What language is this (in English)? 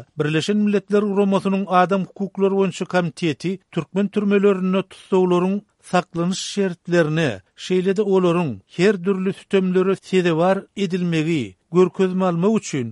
Turkmen